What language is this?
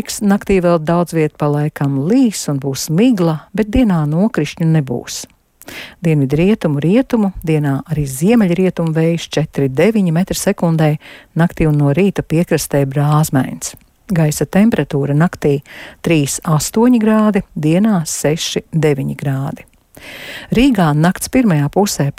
Latvian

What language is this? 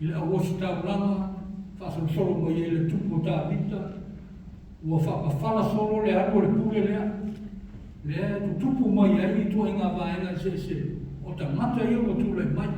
Samoan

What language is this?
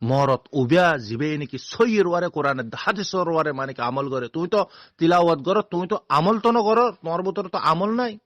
Rohingya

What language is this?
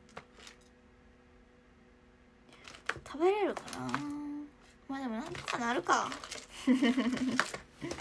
Japanese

